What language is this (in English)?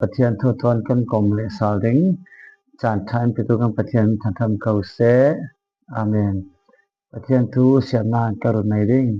Falam Chin